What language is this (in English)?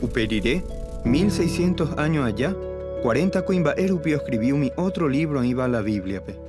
Guarani